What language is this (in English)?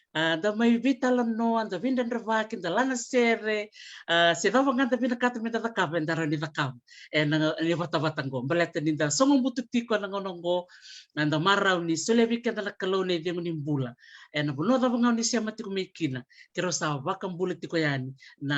Fijian